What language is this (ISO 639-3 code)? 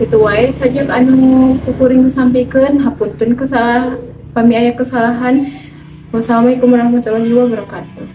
sun